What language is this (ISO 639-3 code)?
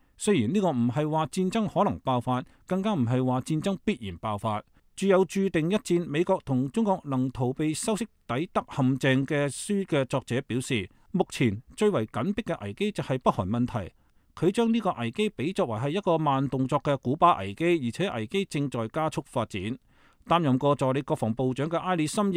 yue